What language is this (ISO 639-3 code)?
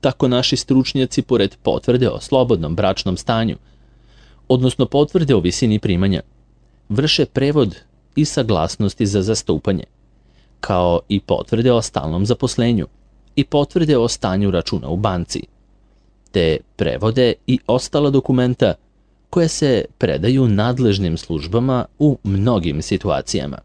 srp